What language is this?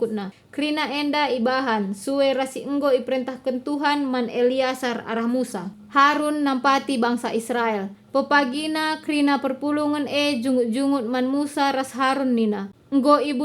Batak Karo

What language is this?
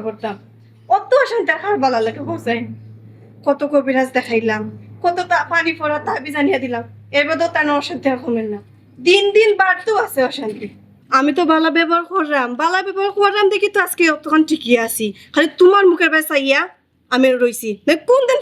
Sylheti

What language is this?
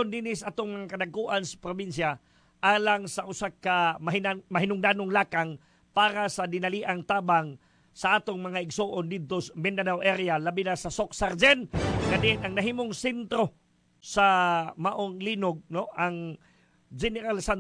Cebuano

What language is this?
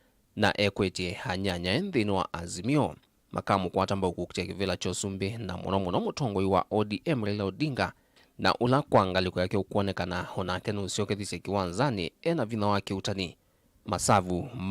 Kamba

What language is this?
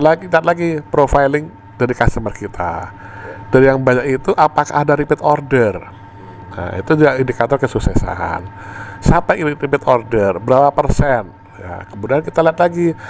Indonesian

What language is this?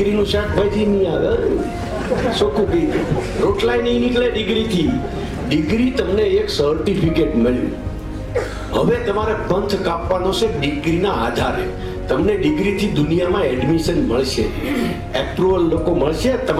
Gujarati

